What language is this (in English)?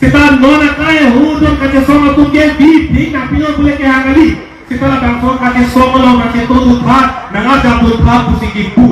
Karbi